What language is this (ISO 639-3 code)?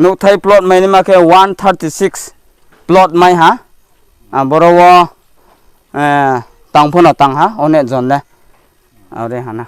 ria